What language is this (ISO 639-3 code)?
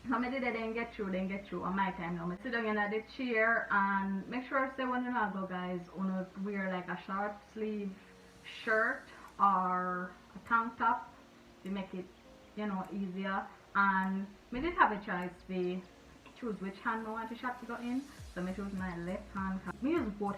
jam